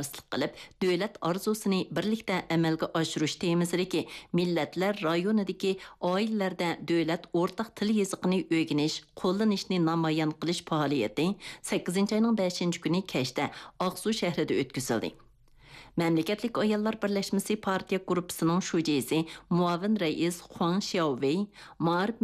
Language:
Uyghur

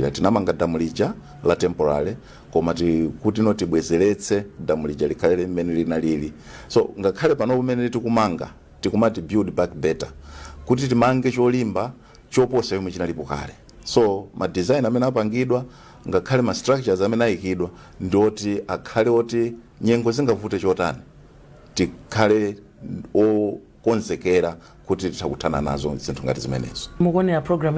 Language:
Nyanja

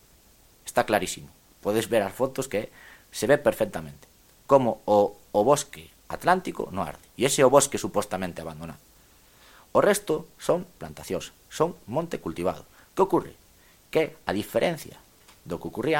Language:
Galician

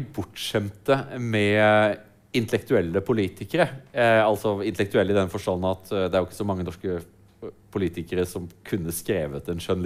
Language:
Norwegian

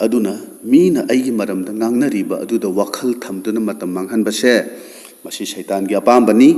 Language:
Manipuri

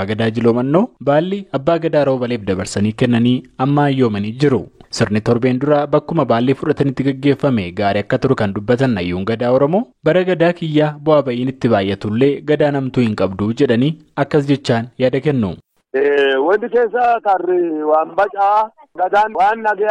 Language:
Oromo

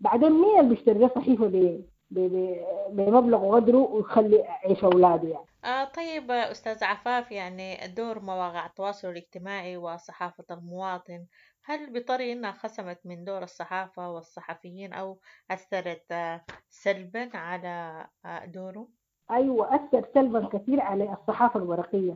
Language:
Sudanese Arabic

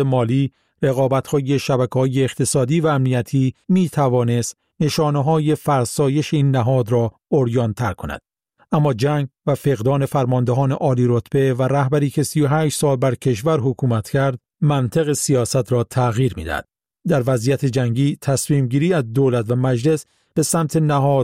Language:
Persian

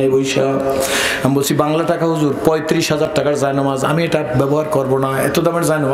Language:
Bangla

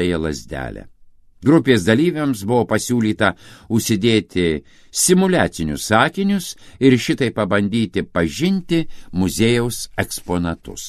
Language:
Lithuanian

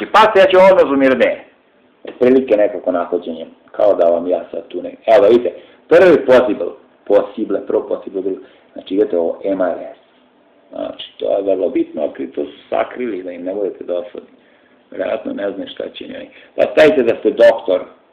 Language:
Serbian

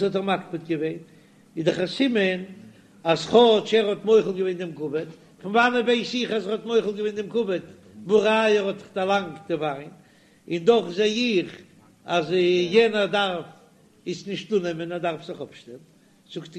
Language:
Yiddish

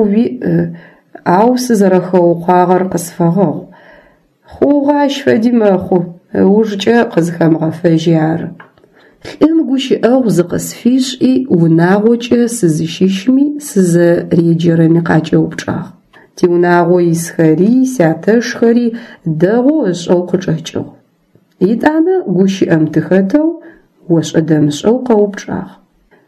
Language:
Adyghe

